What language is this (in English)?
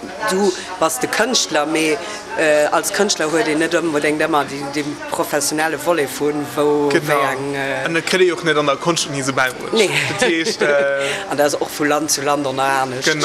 Luxembourgish